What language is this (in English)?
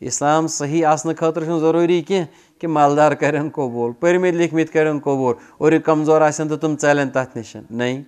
Kashmiri